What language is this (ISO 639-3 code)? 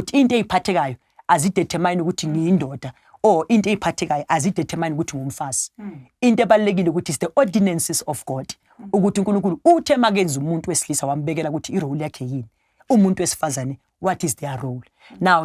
zul